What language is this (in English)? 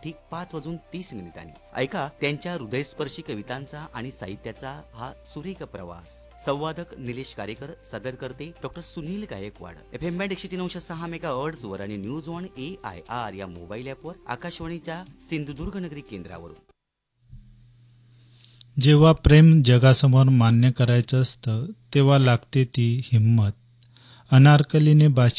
Marathi